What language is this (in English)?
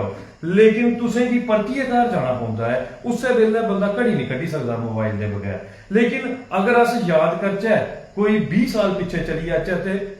Dogri